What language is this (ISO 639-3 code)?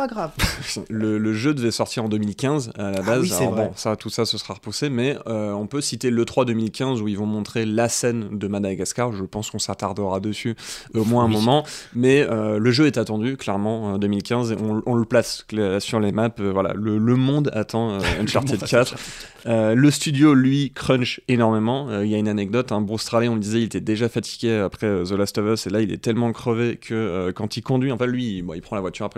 fra